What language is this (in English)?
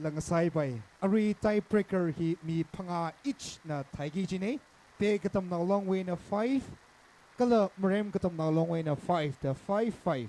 Tangkhul Naga (India)